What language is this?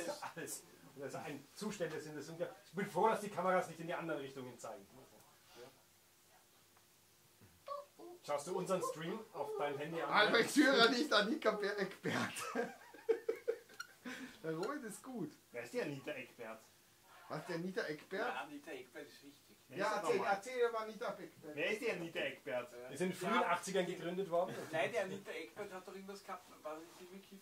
German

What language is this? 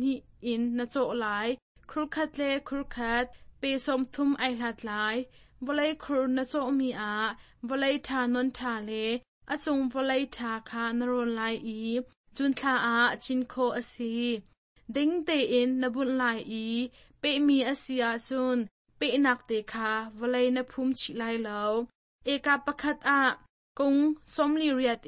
Hakha Chin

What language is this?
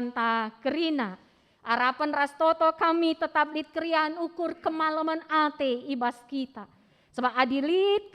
Batak Karo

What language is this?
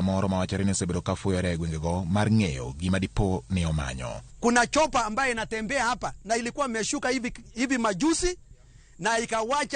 Luo (Kenya and Tanzania)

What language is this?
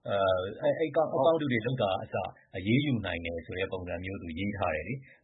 Burmese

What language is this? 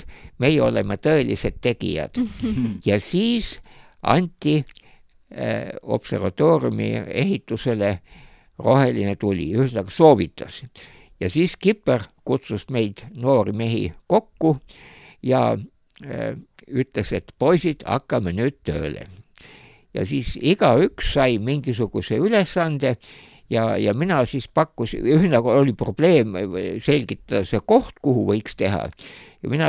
Estonian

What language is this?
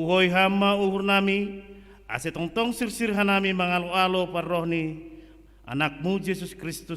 Batak Simalungun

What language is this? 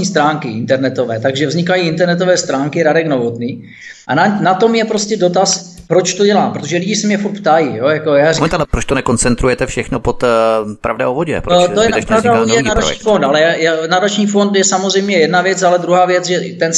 Czech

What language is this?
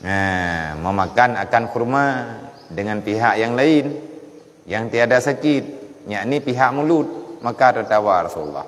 Achinese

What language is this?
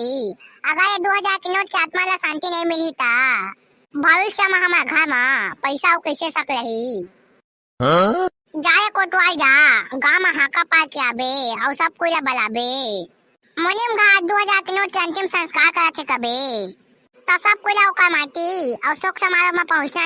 Chhattisgarhi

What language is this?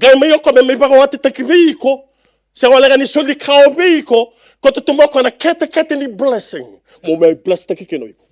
Fijian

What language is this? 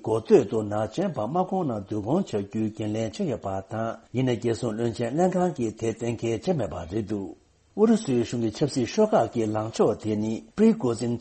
Tibetan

